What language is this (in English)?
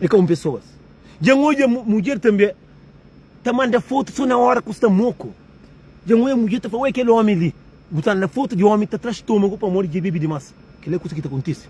Kabuverdianu